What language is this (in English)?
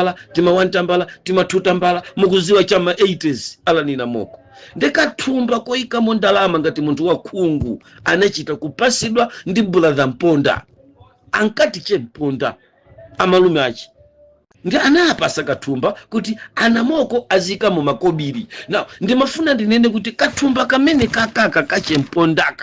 Nyanja